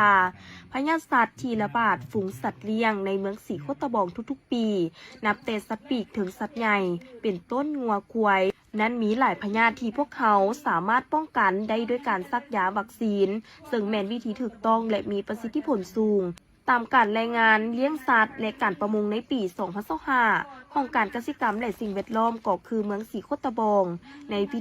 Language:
Lao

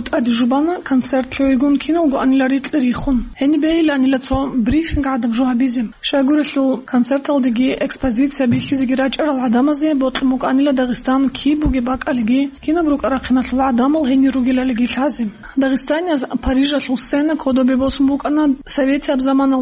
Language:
Avaric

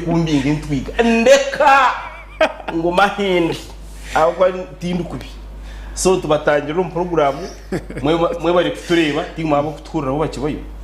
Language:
Nyankole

